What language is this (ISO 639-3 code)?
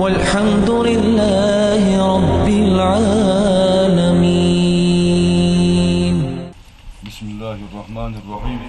inh